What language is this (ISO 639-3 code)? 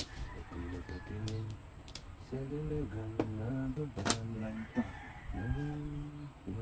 fil